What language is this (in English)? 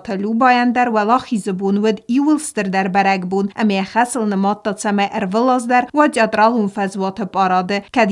Ossetic